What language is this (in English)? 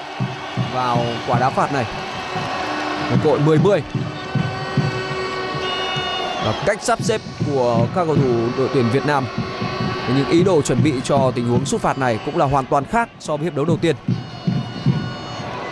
Vietnamese